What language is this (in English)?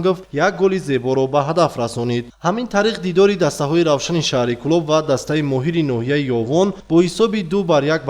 Tajik